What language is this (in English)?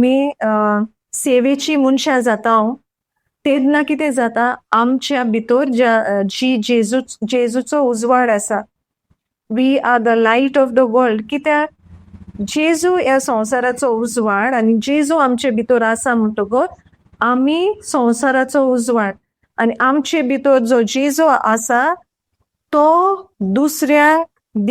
Konkani